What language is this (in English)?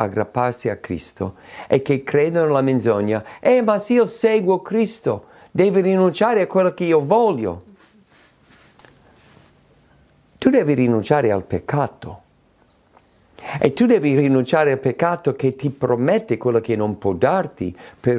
Italian